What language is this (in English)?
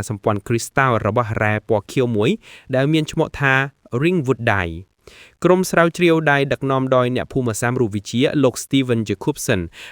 Khmer